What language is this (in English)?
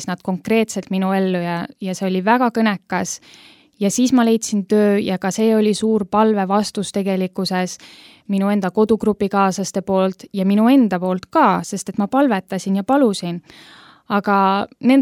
Estonian